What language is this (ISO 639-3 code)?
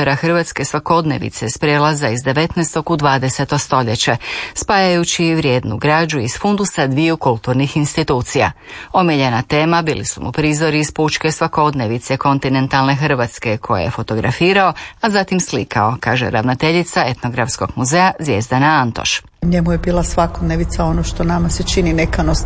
hrv